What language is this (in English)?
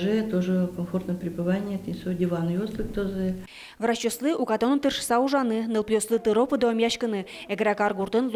Udmurt